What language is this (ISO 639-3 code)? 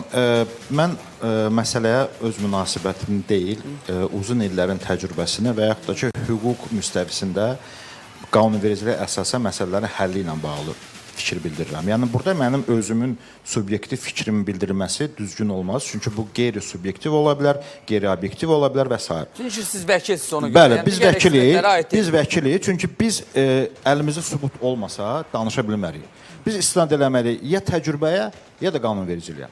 aze